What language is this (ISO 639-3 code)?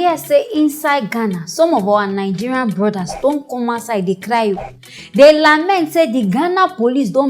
pcm